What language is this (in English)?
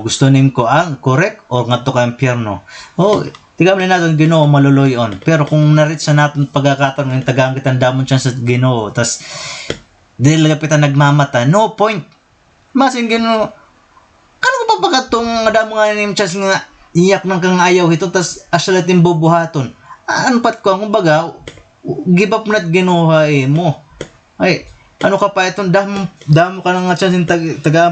Waray